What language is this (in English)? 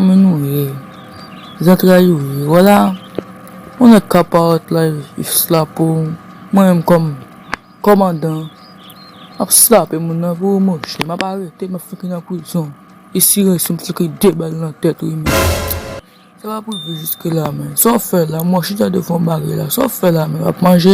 Haitian Creole